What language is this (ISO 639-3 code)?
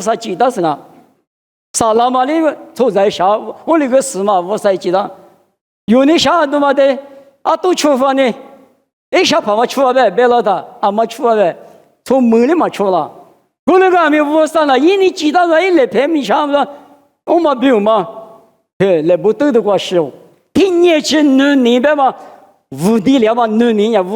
lis